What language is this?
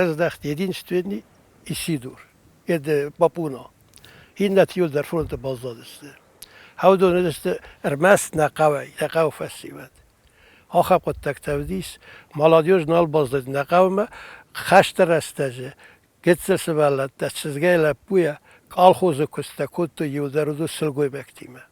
Ossetic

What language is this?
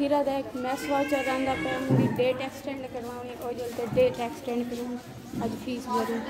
Saraiki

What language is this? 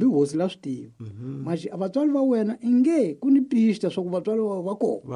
Tsonga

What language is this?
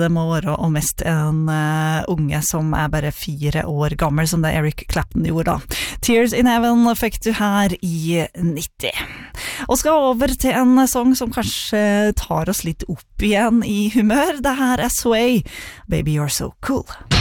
Norwegian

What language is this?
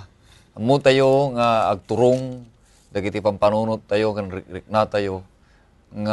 Iloko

